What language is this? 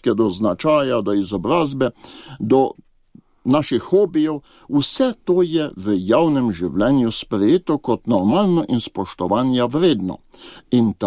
Slovenian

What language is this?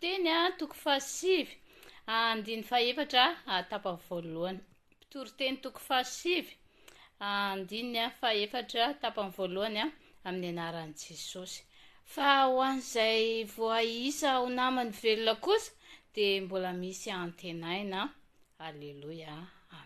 Malagasy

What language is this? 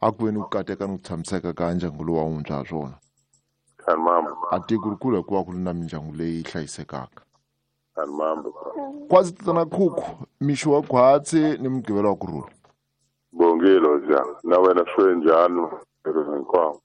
Tsonga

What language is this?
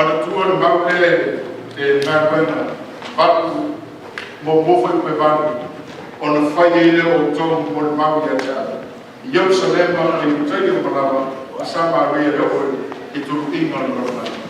Samoan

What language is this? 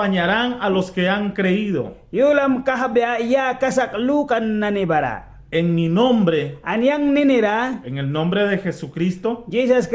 Mískito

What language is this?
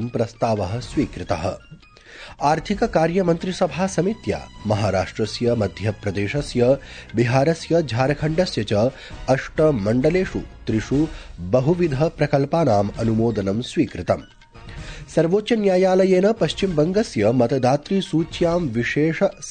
Sanskrit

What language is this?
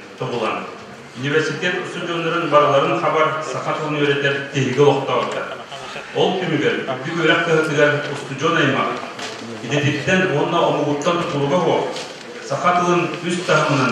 Yakut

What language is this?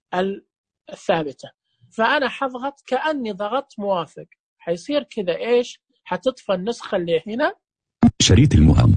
Najdi Arabic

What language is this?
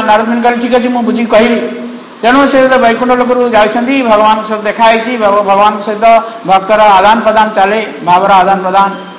Odia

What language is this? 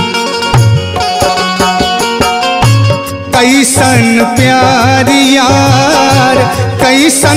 Bhojpuri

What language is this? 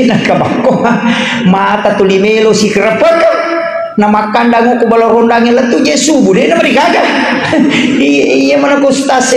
Buginese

